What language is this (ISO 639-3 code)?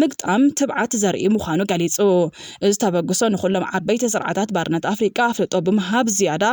tir